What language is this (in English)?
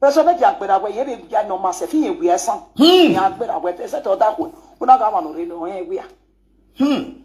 Nigerian Pidgin